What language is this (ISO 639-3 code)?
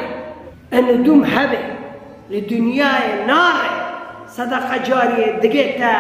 kur